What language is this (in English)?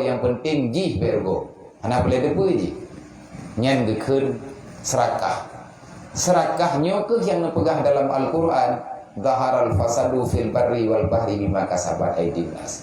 Achinese